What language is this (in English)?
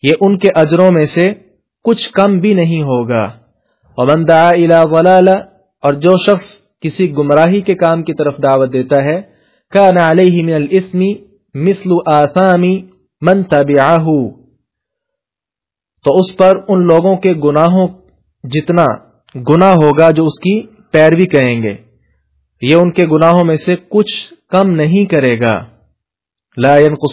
Urdu